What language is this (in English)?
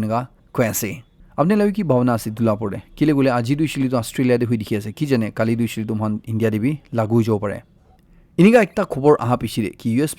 Naga Pidgin